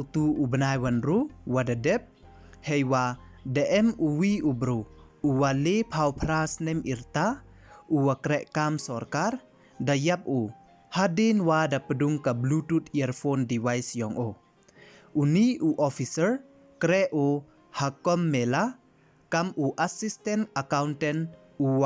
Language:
Pnar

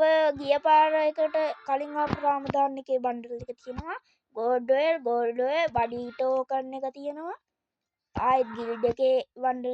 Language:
Sinhala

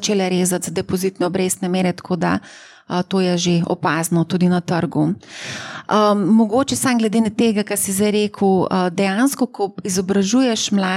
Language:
Slovenian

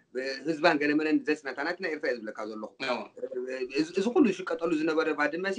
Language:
Tigrinya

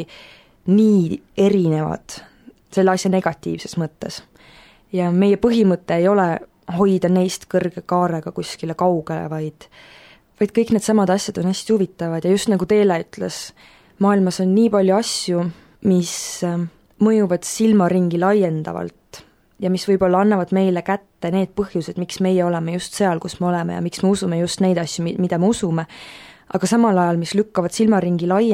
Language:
Estonian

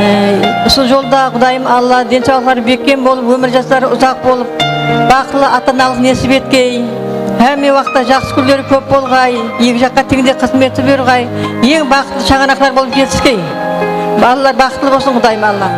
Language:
Kara-Kalpak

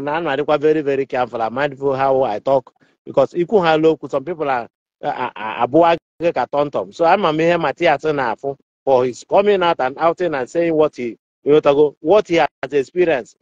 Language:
Igbo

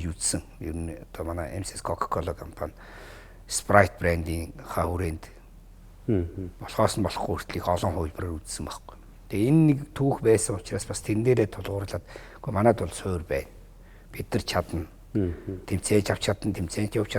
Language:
Mongolian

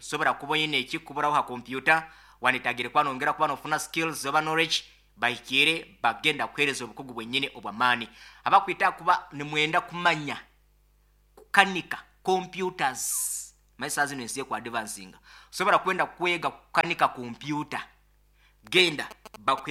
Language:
Nyoro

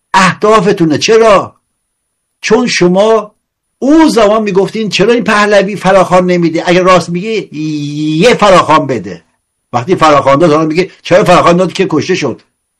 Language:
Persian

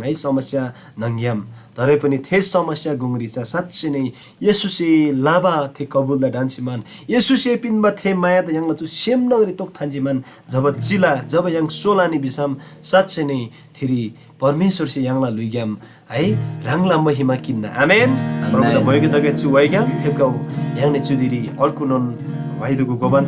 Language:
Eastern Tamang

